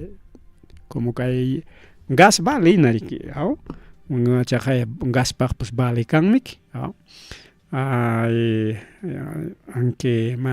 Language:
Ayacucho Quechua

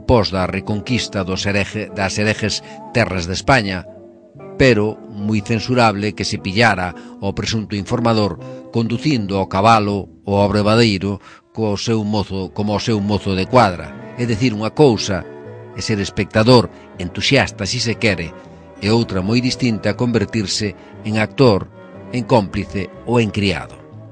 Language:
Galician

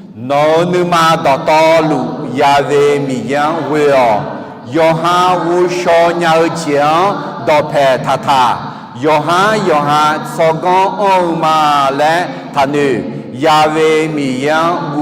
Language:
Akha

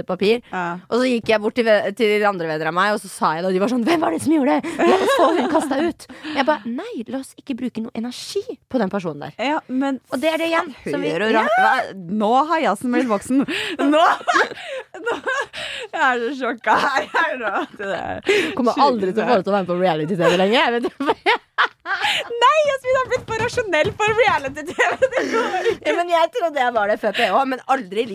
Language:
Norwegian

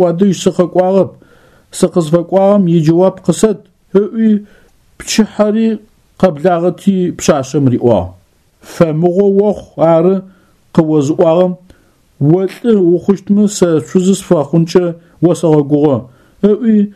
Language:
Adyghe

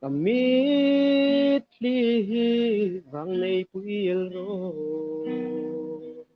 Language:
Hmar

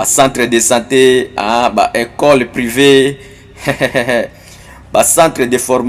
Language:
Lingala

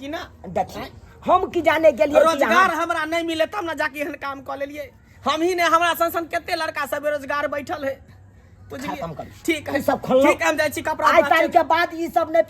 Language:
Maithili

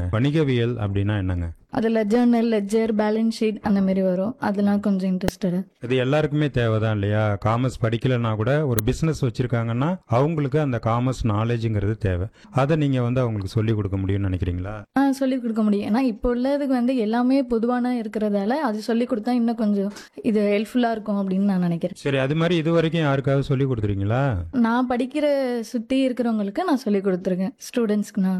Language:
Tamil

